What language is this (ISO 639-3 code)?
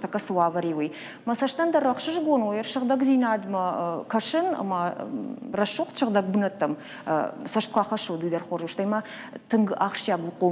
oss